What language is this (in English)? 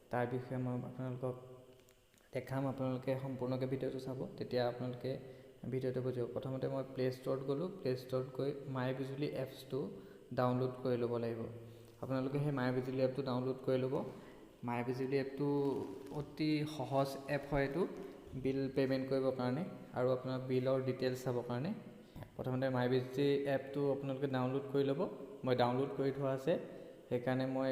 Assamese